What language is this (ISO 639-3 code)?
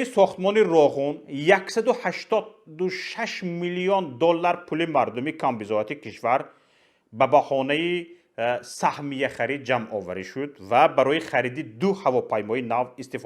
tgk